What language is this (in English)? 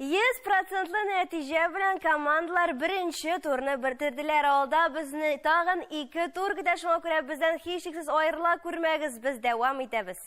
Tatar